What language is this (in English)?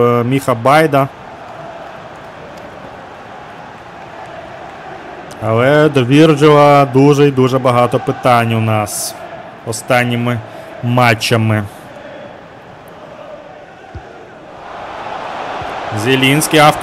Ukrainian